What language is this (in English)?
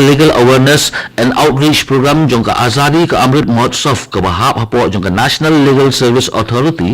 Khasi